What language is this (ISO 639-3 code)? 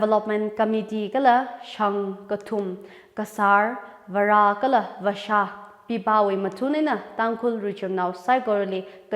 nmf